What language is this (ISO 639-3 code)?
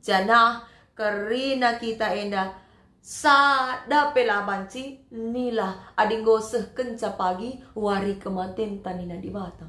btx